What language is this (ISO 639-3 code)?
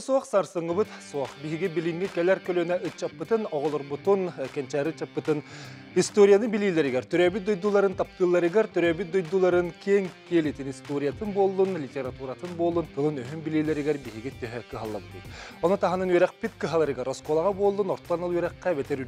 sah